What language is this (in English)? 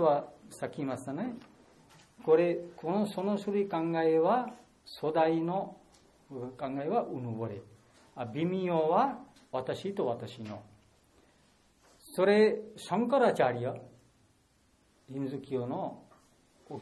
Japanese